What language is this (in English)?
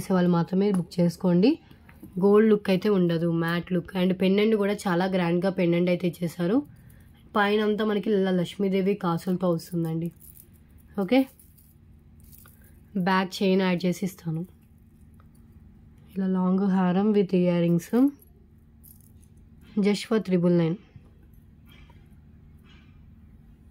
Telugu